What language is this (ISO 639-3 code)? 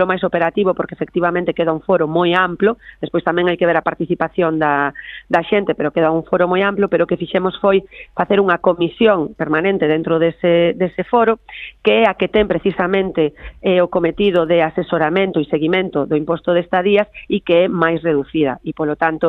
glg